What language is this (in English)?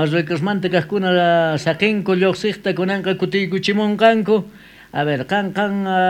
South Bolivian Quechua